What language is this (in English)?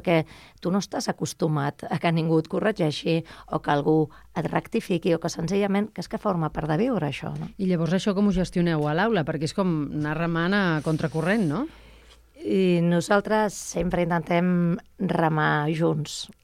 Catalan